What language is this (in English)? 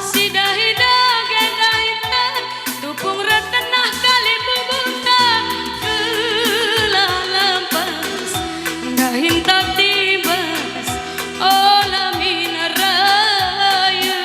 Batak Karo